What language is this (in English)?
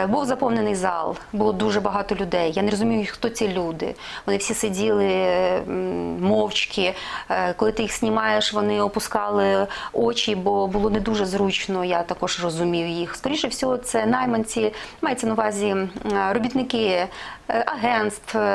Ukrainian